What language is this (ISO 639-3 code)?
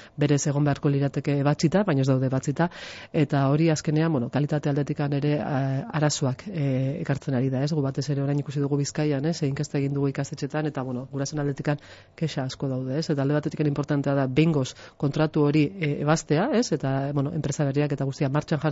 eus